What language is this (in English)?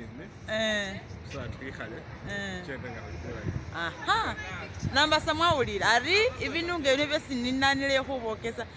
Masaaba